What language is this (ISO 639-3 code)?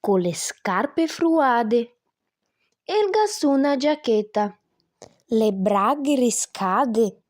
vec